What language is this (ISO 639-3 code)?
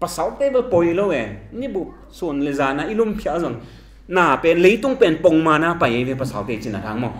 ctd